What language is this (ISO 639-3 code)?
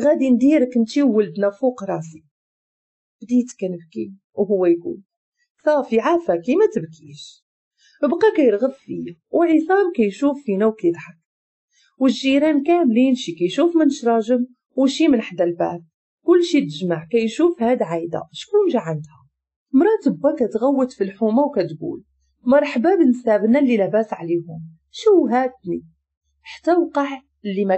ary